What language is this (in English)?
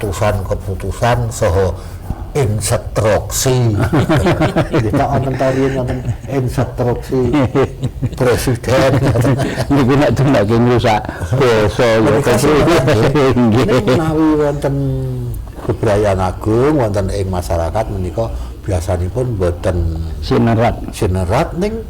Javanese